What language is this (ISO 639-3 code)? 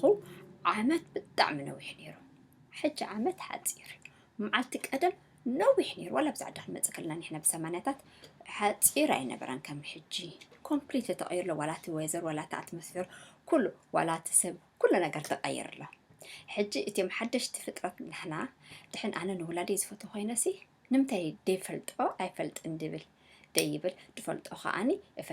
tir